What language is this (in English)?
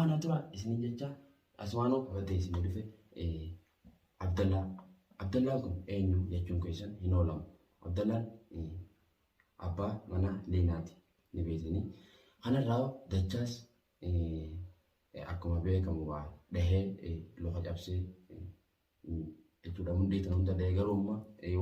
Oromo